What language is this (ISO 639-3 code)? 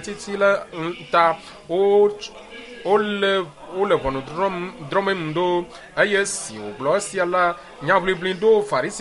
ewe